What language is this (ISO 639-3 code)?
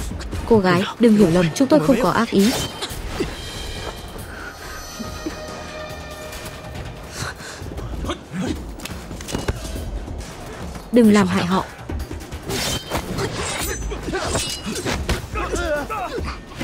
vie